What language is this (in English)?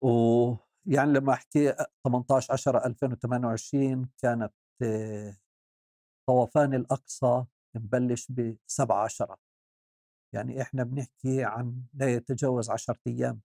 North Levantine Arabic